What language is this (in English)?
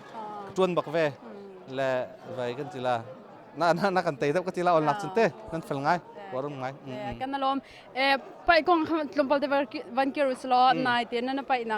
Hakha Chin